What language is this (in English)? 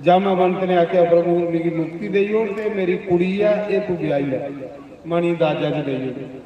Dogri